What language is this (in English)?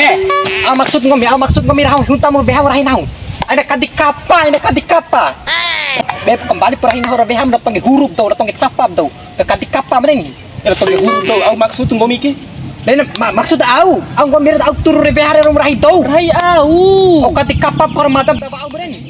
Bima